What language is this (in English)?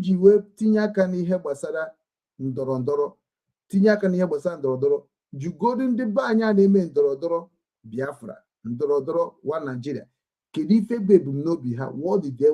Igbo